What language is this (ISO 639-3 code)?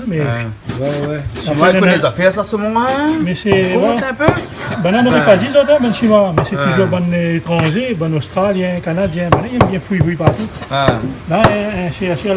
rcf